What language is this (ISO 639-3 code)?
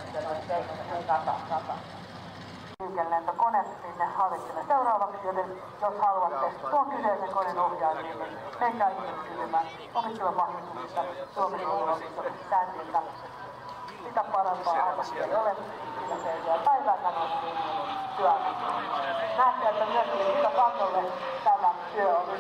fin